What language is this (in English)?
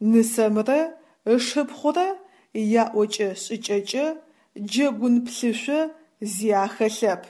Adyghe